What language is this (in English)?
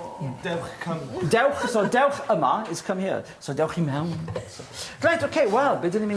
Welsh